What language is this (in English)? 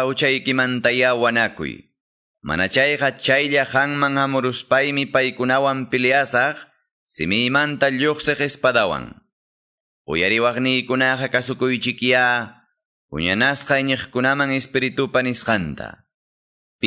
Ayacucho Quechua